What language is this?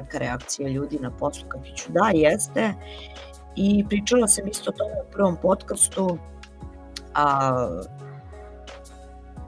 Serbian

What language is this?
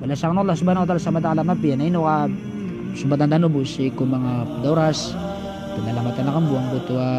Maranao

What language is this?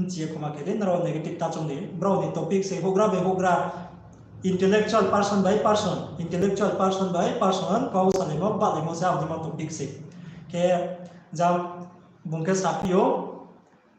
Riang (India)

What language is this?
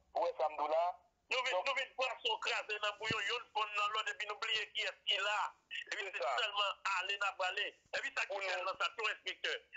Haitian Creole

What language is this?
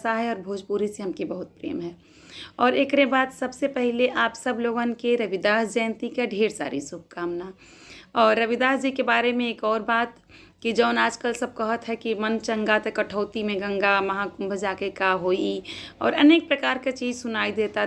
Bhojpuri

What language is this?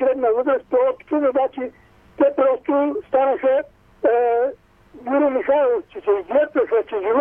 Bulgarian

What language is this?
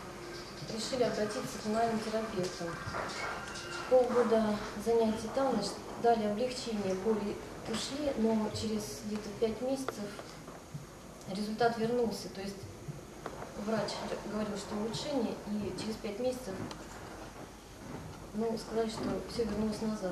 Russian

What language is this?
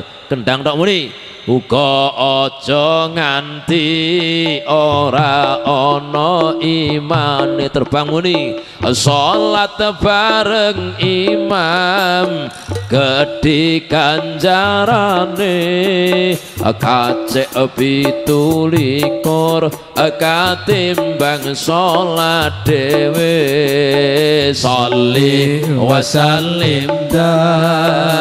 Javanese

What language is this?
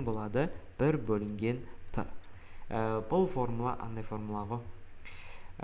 Kazakh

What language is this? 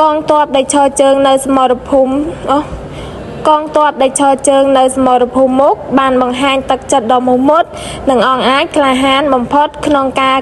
Khmer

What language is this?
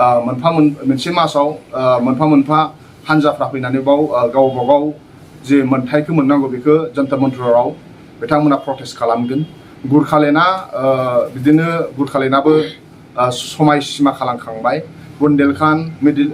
Bodo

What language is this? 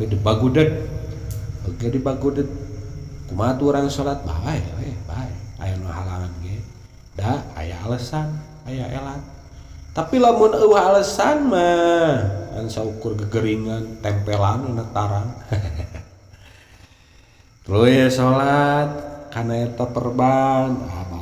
Sundanese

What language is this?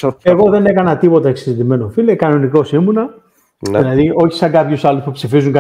Greek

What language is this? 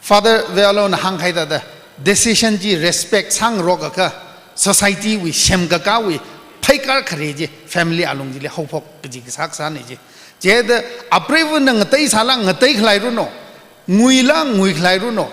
Tangkhul Naga (India)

